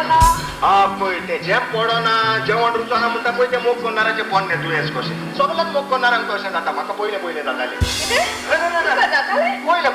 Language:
Konkani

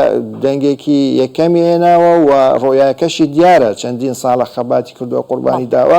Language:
Central Kurdish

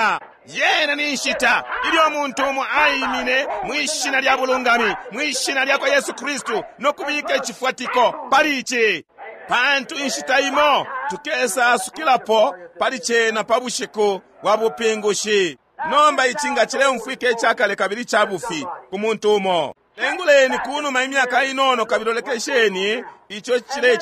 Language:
Bemba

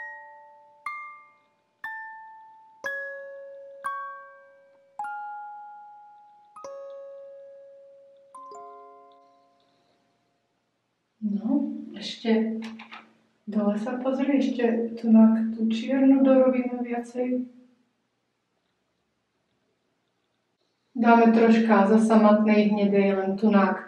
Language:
Slovak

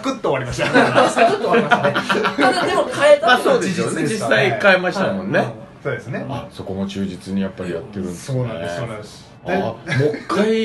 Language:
Japanese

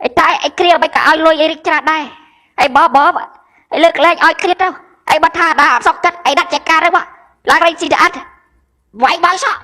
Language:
Khmer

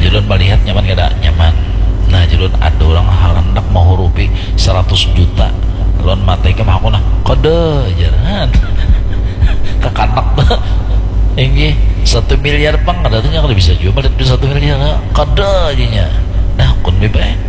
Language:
Banjar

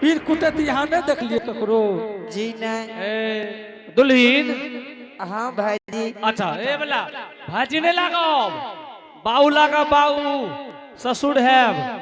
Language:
Angika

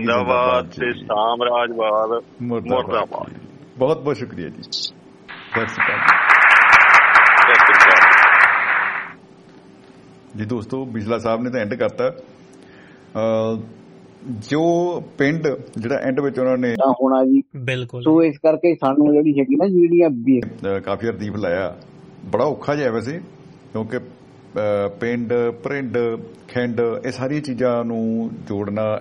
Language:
Punjabi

